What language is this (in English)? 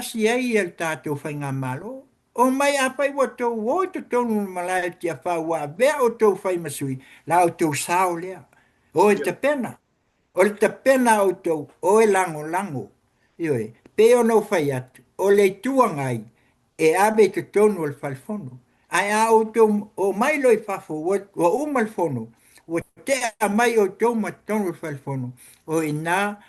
Samoan